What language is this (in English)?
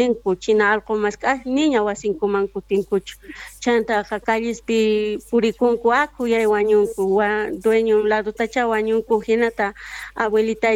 Quechua